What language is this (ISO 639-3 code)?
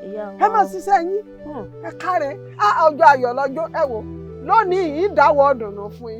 yor